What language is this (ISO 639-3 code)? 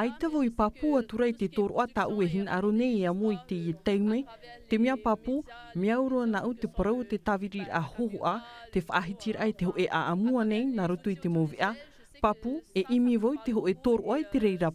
tah